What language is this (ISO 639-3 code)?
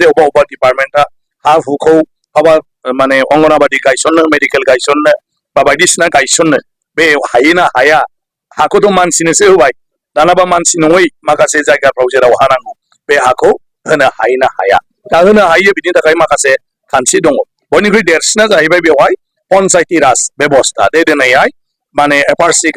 brx